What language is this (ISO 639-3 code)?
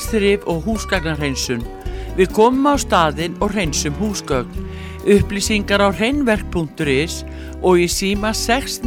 isl